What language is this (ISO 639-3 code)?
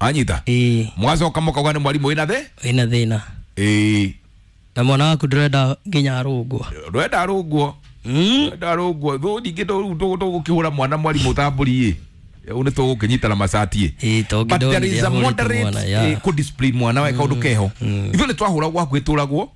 kik